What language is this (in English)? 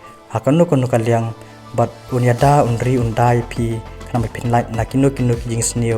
Khasi